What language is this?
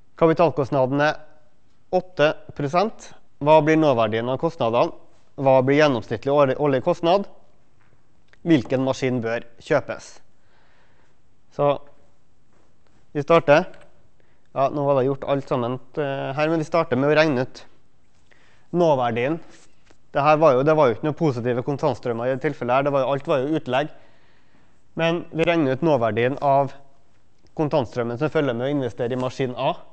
Norwegian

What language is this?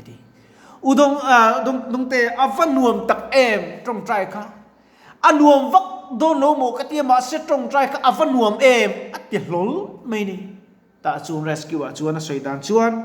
Mizo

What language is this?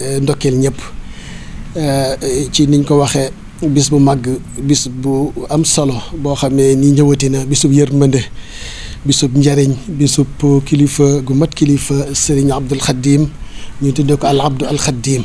Wolof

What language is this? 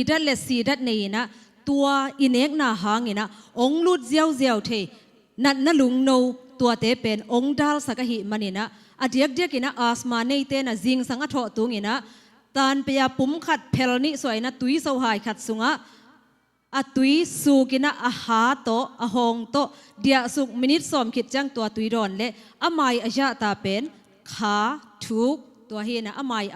Tedim Chin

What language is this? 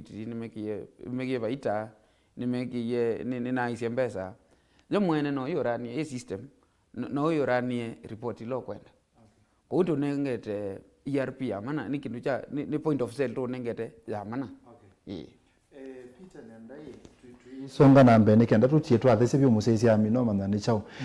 Kamba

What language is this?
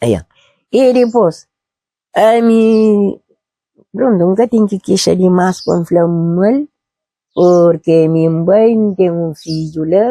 Kabuverdianu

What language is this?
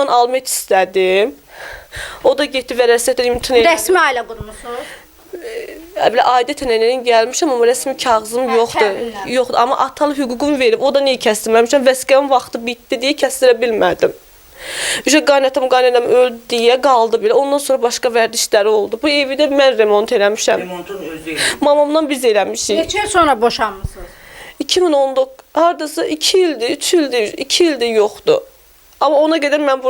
Azerbaijani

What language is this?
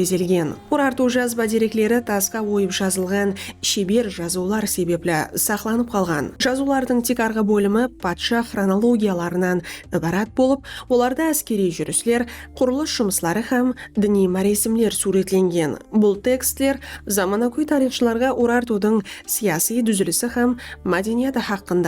Kara-Kalpak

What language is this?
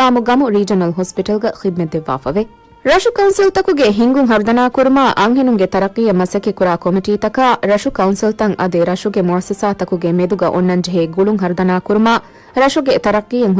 Divehi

